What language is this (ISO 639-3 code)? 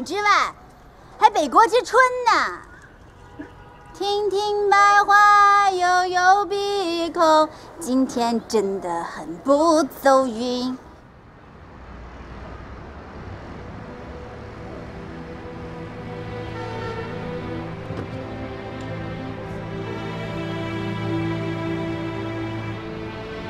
zho